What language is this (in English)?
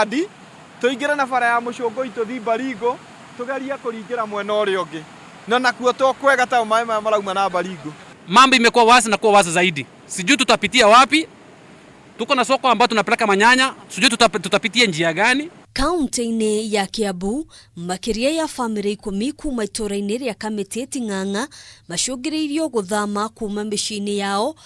Kikuyu